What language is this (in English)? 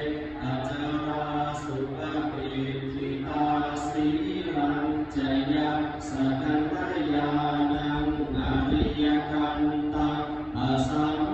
Pali